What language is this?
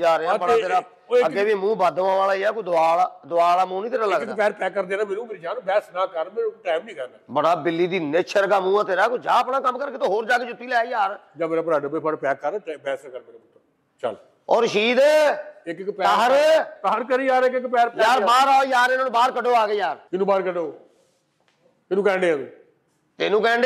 Punjabi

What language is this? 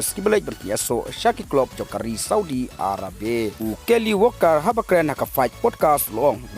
Khasi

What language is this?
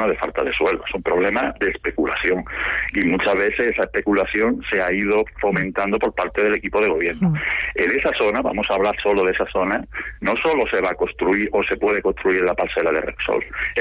Spanish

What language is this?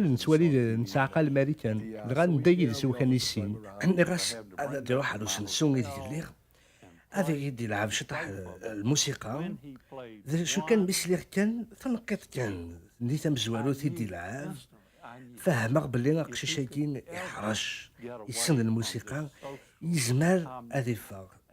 Kabyle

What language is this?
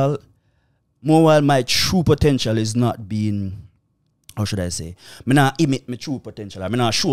Jamaican Creole English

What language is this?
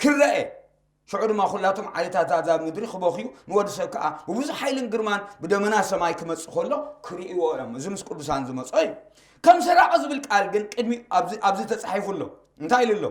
Tigrinya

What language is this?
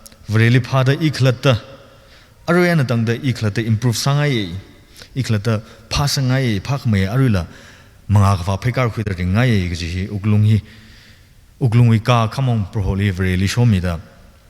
Tangkhul Naga (India)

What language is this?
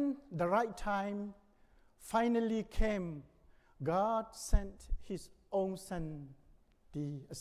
Hakha Chin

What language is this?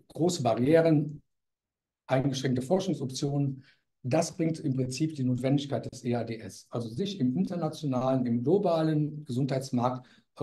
German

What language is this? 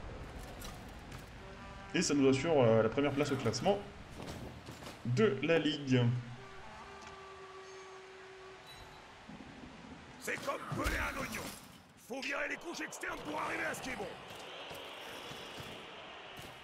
French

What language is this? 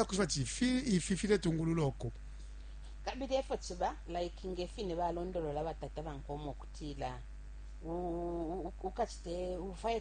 Bemba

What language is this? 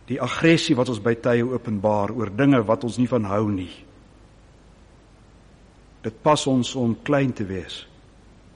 Afrikaans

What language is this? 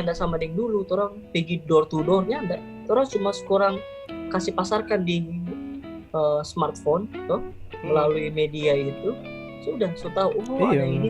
Manado Malay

